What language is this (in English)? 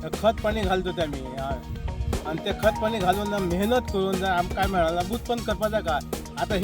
Konkani